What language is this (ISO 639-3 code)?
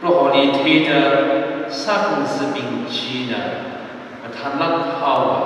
nmf